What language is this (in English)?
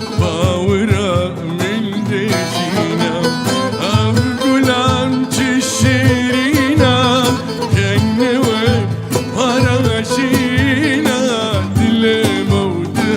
Kurdish